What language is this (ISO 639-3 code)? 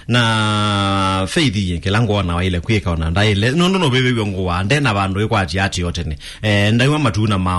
kam